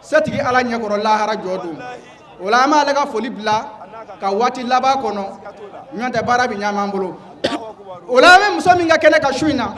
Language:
Bambara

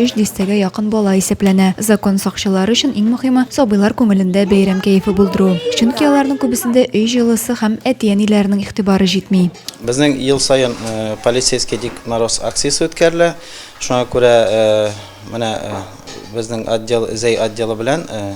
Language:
Tatar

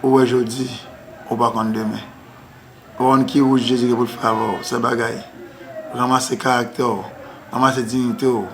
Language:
Haitian Creole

